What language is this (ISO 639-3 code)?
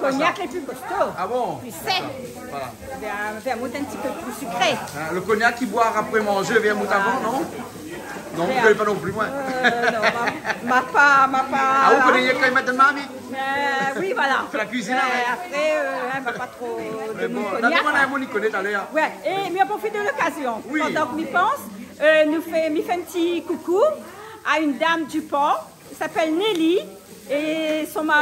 rcf